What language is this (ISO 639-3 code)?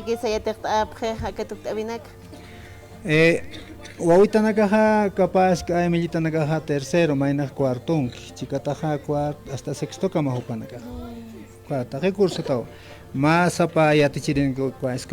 aym